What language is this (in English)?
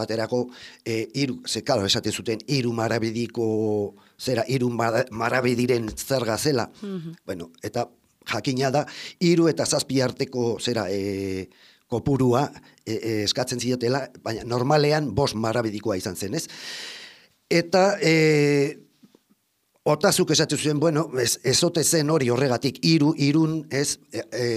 Basque